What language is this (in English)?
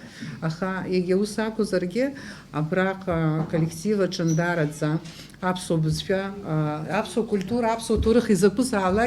Abkhazian